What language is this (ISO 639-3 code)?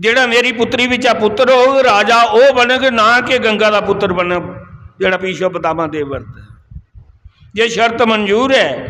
doi